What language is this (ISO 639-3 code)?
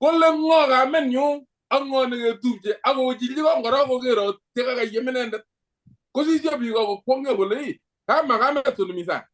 kln